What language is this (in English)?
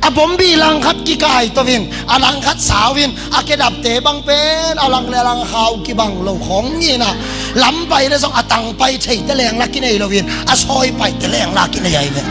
Tedim Chin